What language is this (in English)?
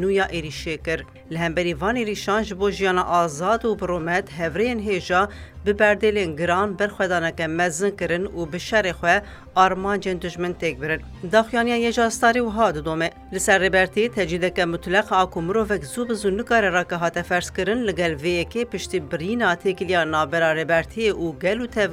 Kurdish